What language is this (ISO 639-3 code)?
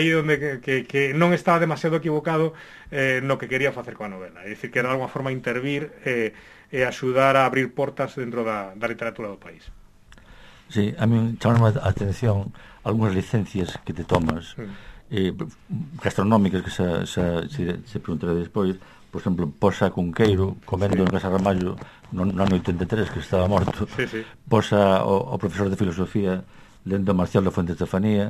glg